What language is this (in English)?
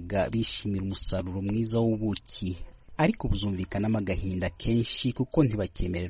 Kinyarwanda